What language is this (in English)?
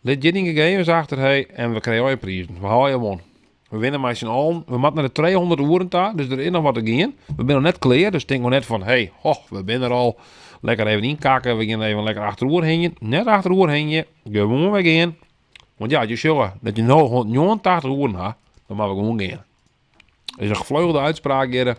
Western Frisian